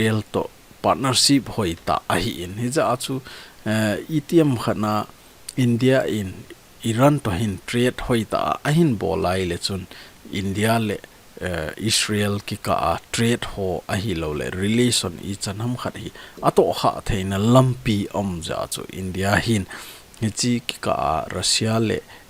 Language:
Thado Chin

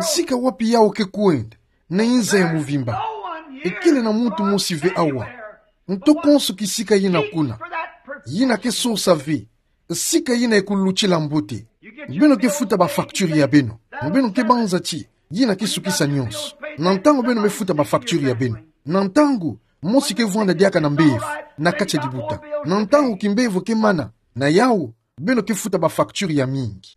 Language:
Kituba (Democratic Republic of Congo)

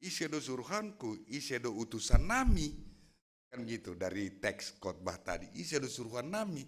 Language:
Batak Simalungun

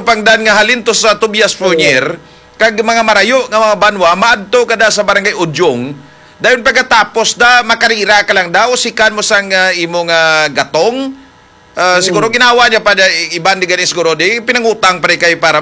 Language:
Hiligaynon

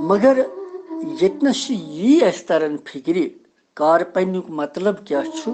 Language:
Kashmiri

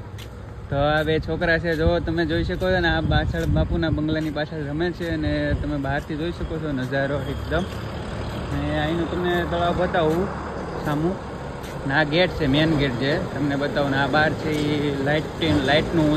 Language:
Gujarati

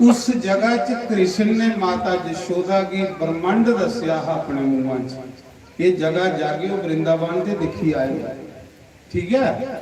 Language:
Dogri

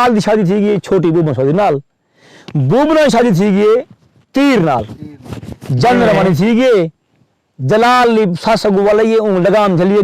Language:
Saraiki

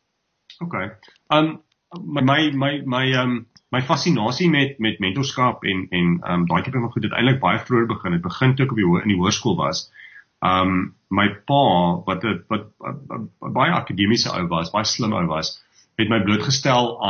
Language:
Afrikaans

